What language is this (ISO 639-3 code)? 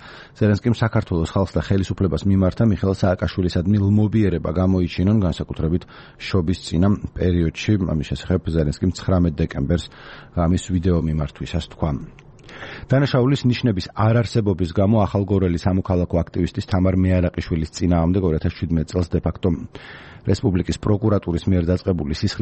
kat